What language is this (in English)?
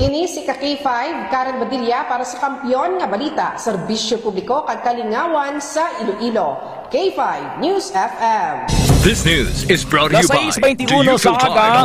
Hiligaynon